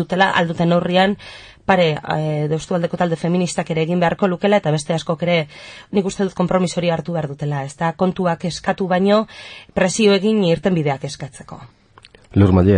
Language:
Basque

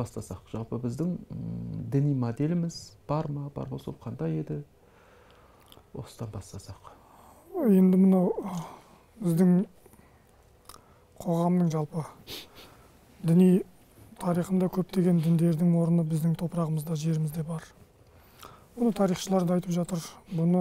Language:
Kazakh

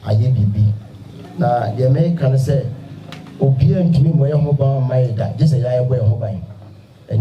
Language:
Akan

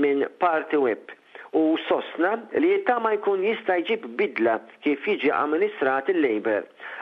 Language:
Maltese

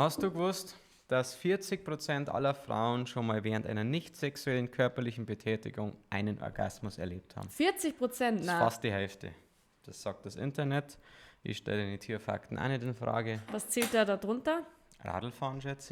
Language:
Bavarian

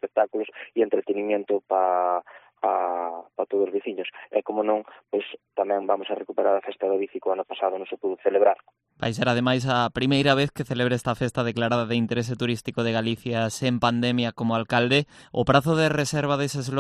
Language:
Galician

